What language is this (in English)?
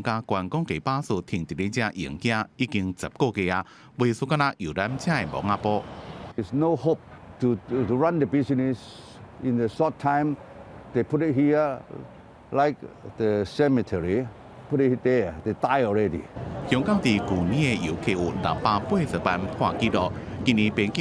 Min Nan Chinese